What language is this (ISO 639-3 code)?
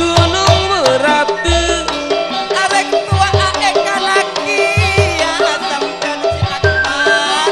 mad